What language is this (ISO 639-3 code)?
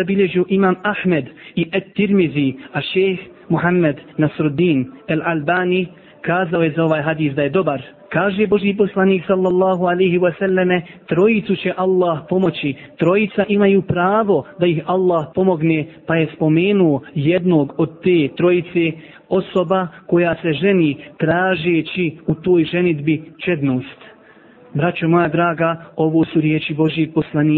bos